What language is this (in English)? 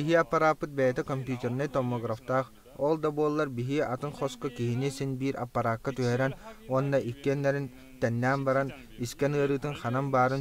Yakut